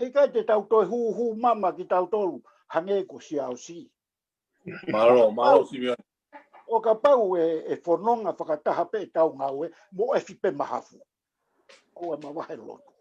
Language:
Tongan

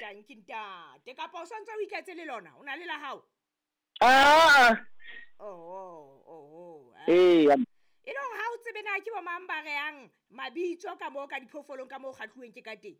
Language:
Southern Sotho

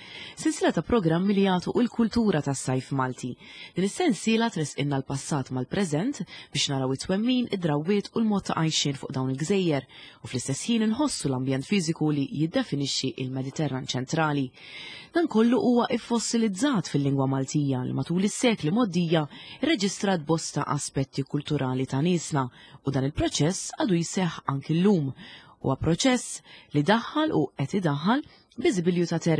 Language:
Maltese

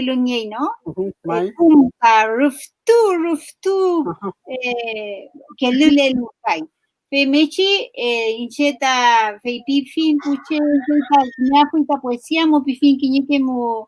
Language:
Mapuche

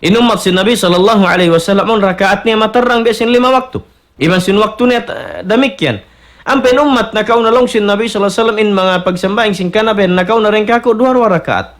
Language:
Tausug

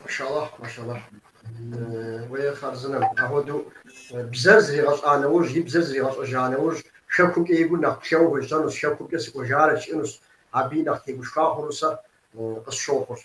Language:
Kabardian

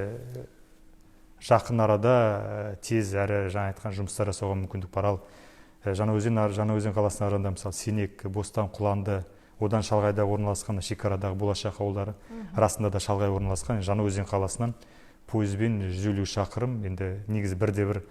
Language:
Kazakh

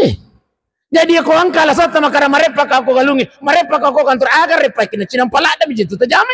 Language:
Buginese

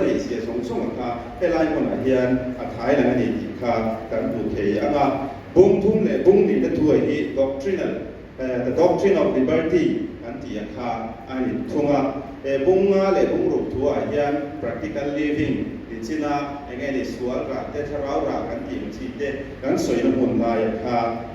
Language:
Mizo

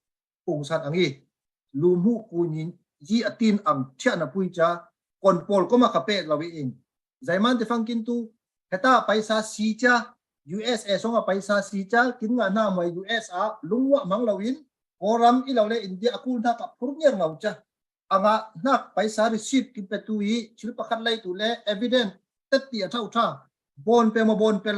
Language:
Falam Chin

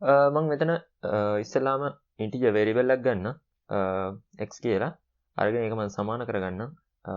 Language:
Sinhala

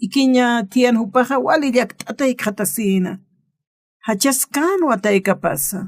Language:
Aymara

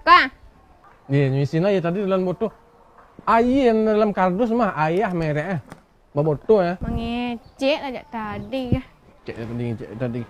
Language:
Minangkabau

